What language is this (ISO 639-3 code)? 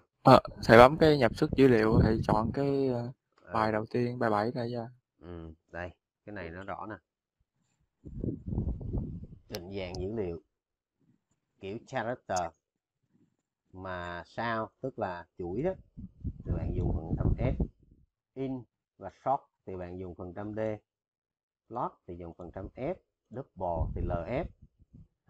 vie